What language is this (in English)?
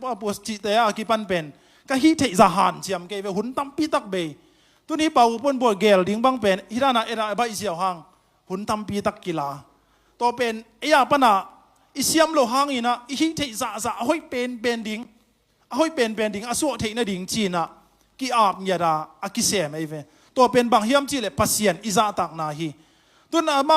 Tedim Chin